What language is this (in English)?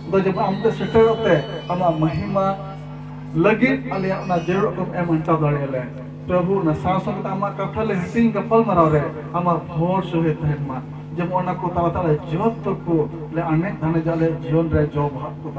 Santali